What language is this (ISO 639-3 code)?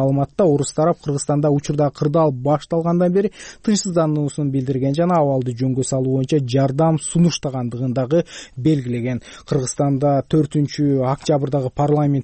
kir